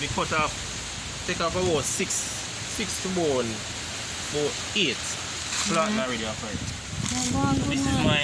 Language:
Jamaican Creole English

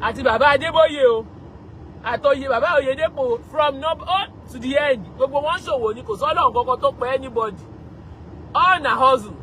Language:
Yoruba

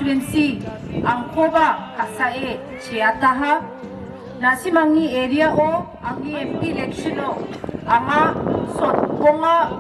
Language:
Garo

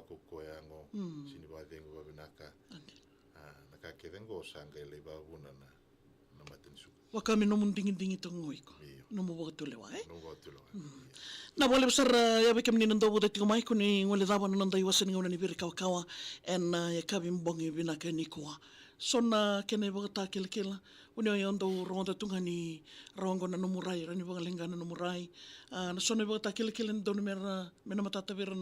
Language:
Fijian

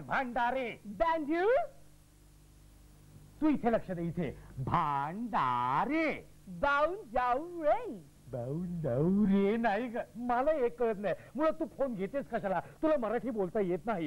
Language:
Marathi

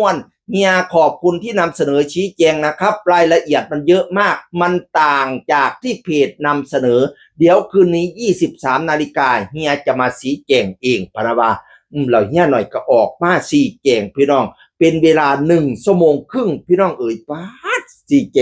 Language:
Northeastern Thai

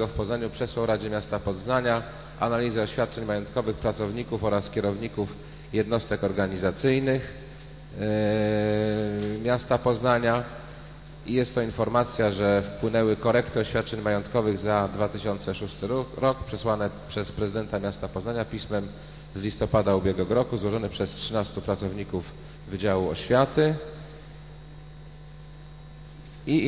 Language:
Polish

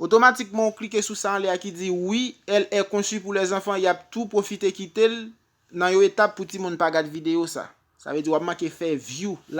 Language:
Haitian Creole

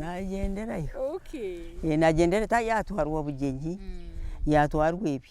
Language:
Nyankole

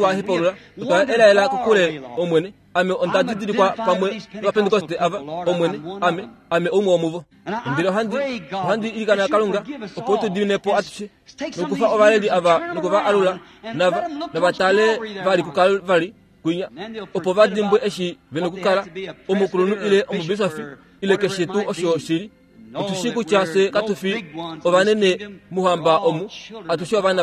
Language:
Kuanyama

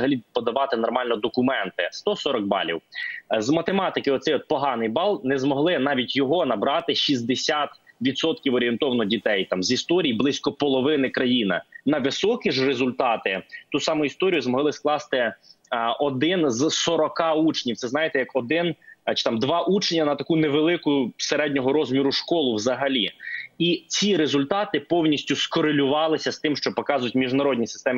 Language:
Ukrainian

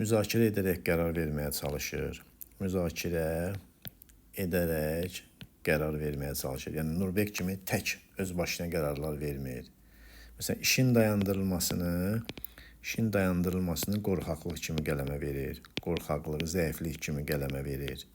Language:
Azerbaijani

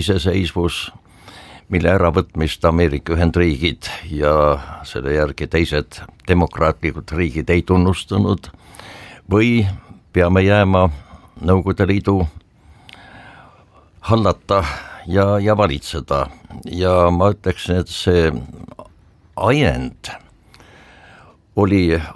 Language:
Estonian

